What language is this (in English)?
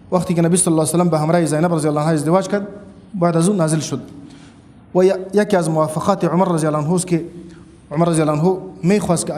Persian